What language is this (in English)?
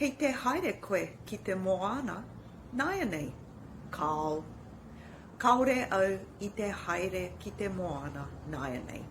Māori